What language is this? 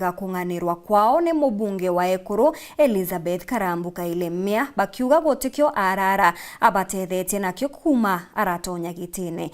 Meru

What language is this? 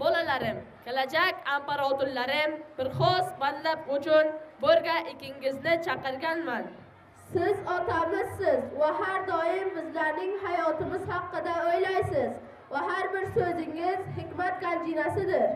Uzbek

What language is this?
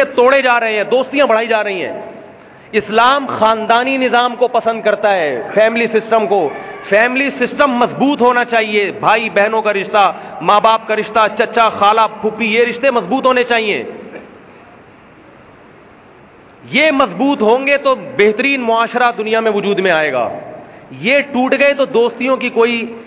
Urdu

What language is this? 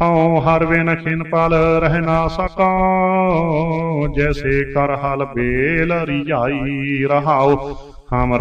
Punjabi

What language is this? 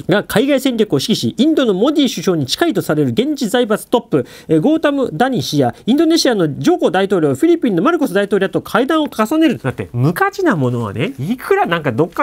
Japanese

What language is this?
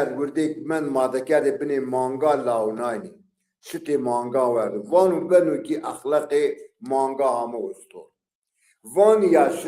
Zaza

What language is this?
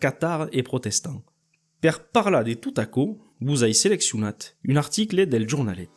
Occitan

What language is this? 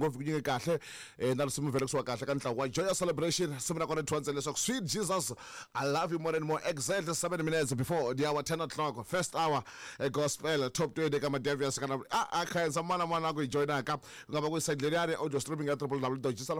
Tsonga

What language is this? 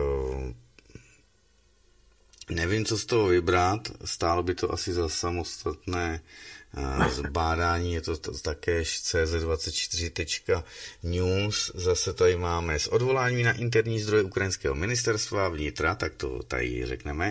Czech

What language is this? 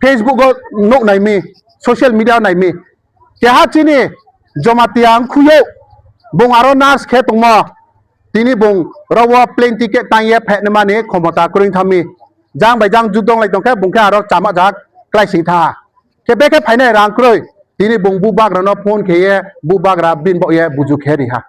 Riang (India)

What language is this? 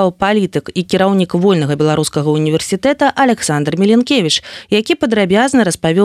Belarusian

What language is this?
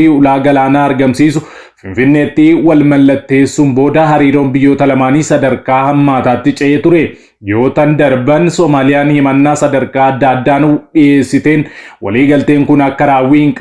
Oromo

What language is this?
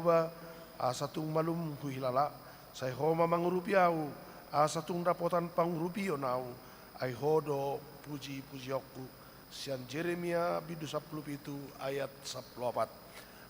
Batak Toba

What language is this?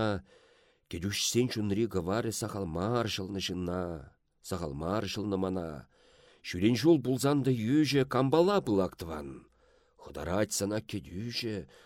Chuvash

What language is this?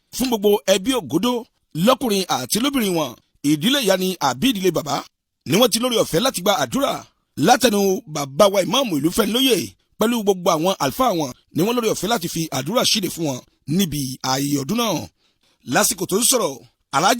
Yoruba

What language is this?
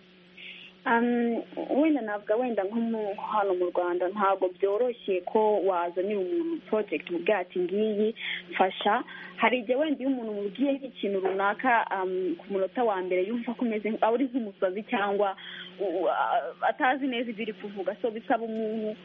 Kinyarwanda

